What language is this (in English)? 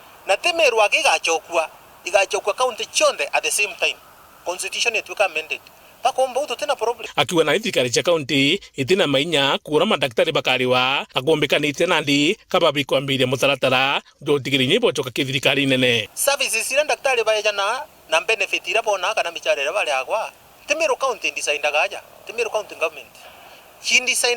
Meru